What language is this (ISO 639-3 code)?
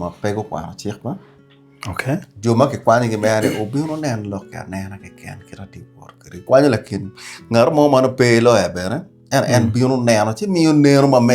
ach